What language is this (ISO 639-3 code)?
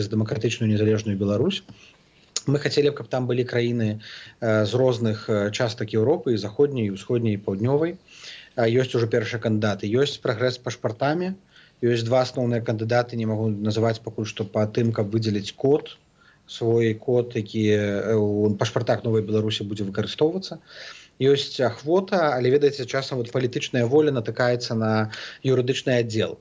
bel